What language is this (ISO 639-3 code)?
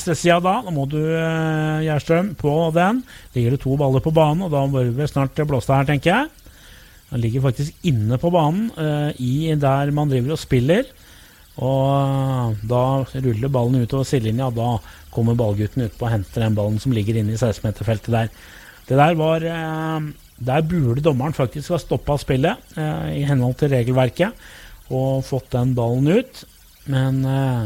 nor